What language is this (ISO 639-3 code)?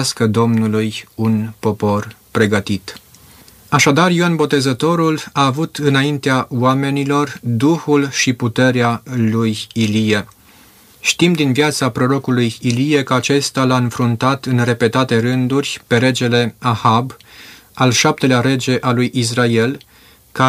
ron